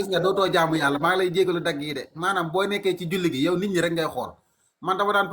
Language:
Wolof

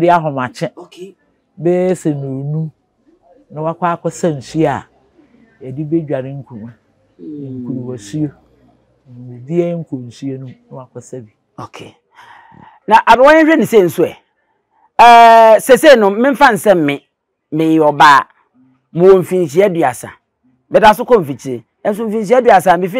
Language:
Akan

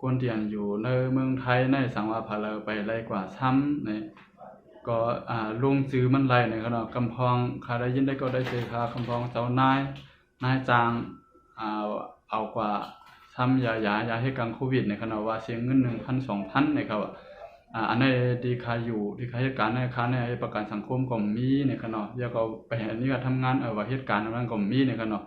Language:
Shan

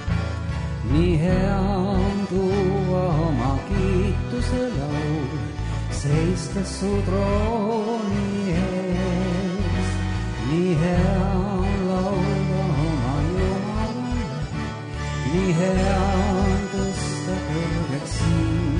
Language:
Estonian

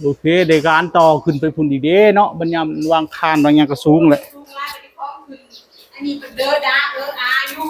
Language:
Northeastern Thai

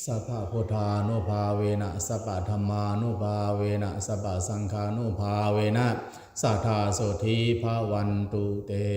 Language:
Pali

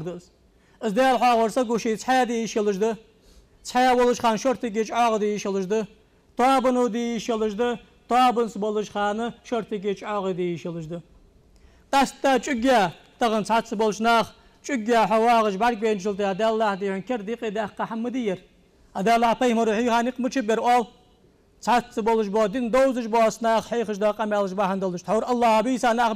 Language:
Ingush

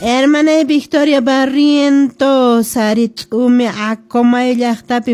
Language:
Quechua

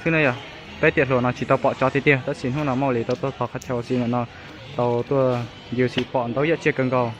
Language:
Hmong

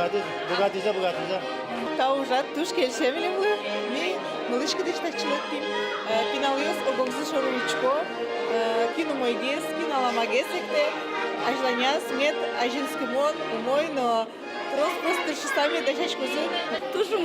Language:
Udmurt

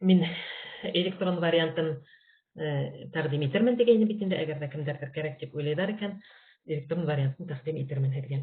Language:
Bashkir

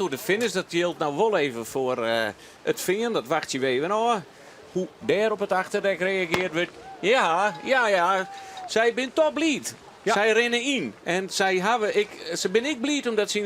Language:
Western Frisian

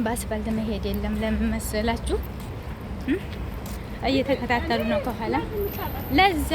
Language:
Amharic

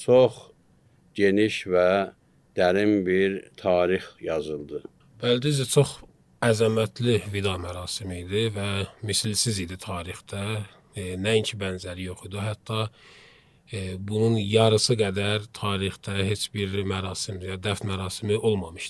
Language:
Azerbaijani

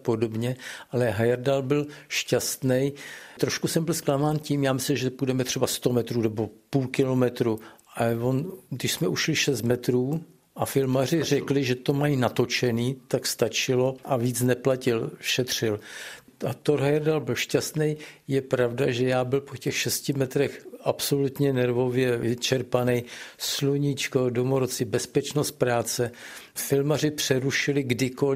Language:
Czech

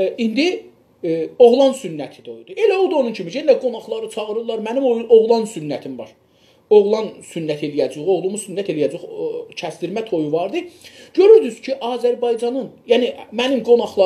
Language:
South Azerbaijani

